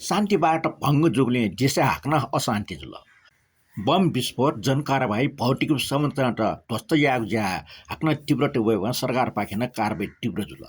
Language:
Newari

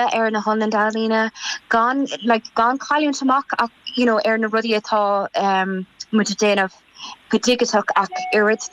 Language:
Irish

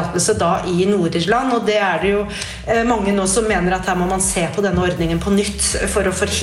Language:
Norwegian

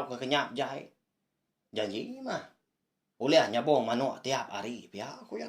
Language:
Iban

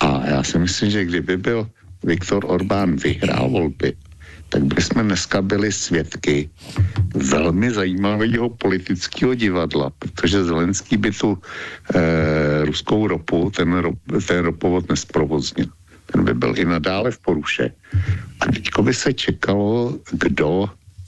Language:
Czech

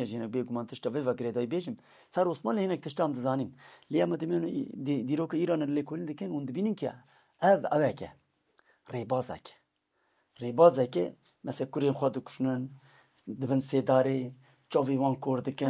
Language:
Kurdish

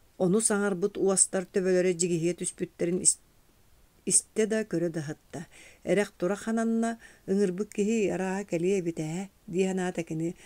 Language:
Yakut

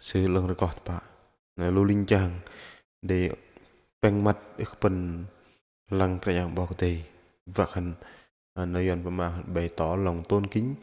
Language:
Bahnar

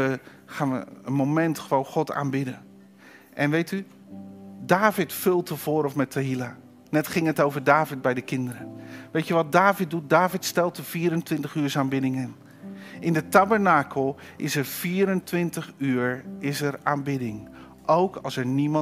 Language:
Dutch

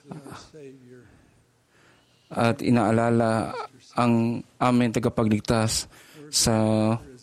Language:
Filipino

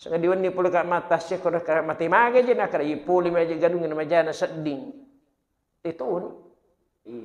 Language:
Buginese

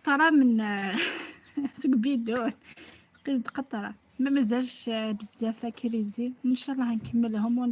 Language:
Algerian Arabic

